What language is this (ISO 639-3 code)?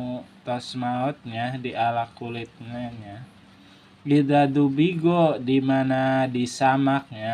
sun